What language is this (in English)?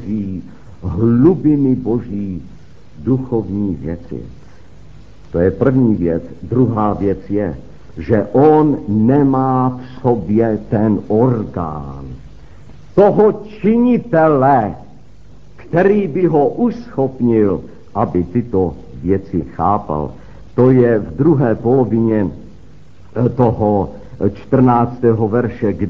Czech